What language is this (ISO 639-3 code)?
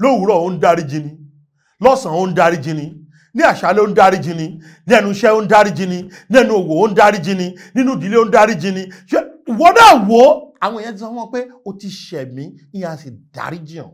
yor